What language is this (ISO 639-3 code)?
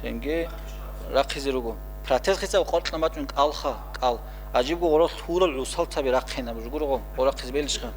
ava